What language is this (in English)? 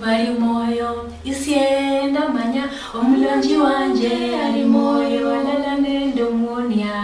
Luyia